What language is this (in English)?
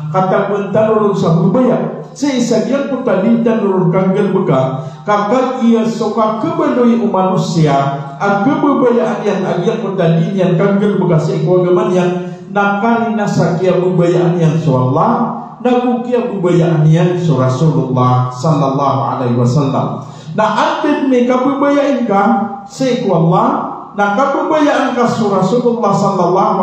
Maranao